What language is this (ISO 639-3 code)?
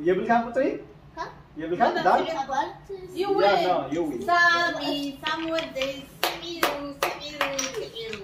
tir